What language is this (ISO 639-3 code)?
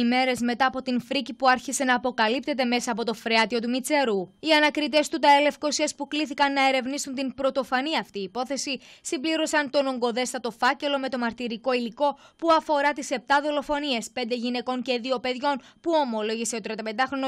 ell